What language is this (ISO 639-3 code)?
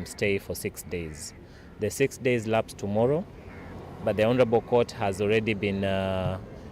kam